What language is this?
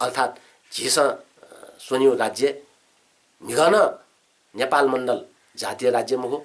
Newari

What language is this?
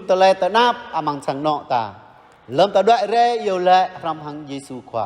Jarai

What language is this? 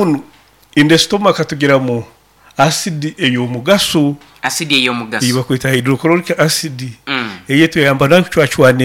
Nyoro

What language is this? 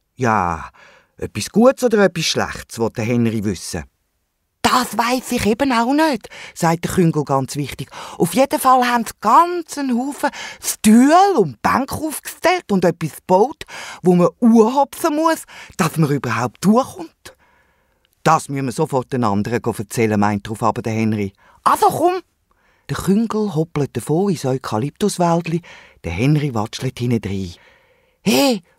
Swiss German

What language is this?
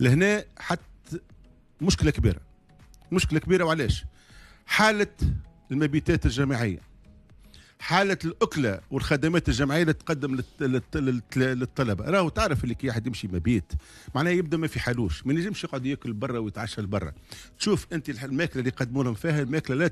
Tunisian Arabic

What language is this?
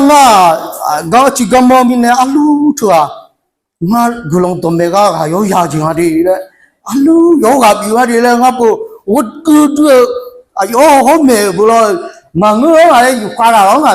Akha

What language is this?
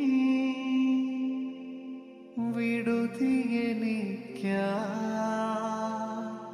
Malayalam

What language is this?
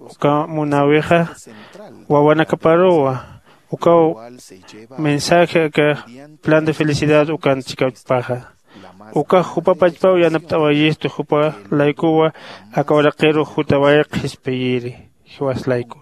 Aymara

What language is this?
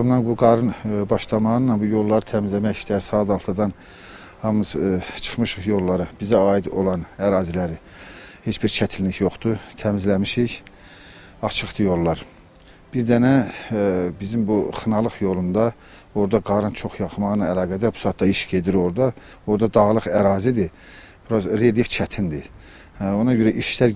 Azerbaijani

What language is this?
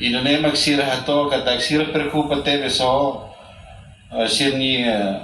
Tetum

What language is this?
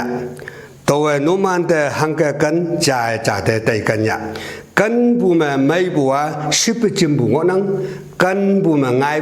Konyak Naga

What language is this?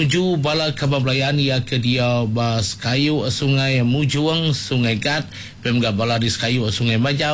Iban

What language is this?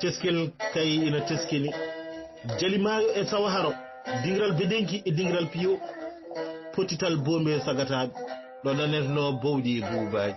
Fula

